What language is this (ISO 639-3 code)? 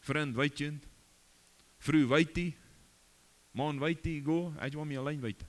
pdt